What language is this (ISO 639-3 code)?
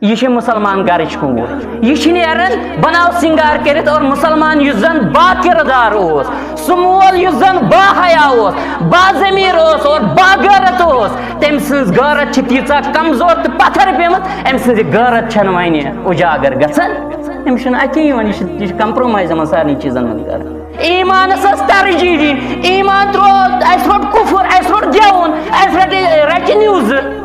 kas